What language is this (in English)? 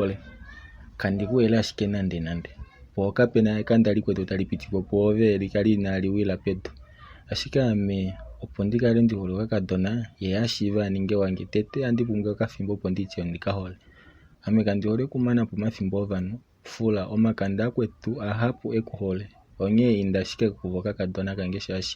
Kuanyama